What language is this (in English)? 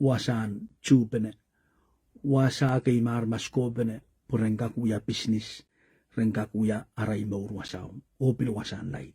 Pohnpeian